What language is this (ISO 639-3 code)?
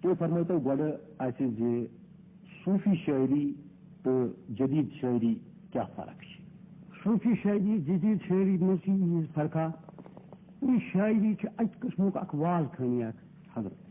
kas